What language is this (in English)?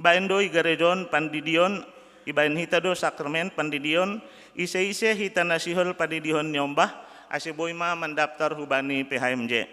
Batak Simalungun